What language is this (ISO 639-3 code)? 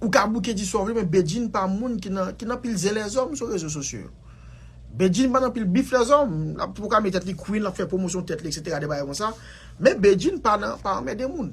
hat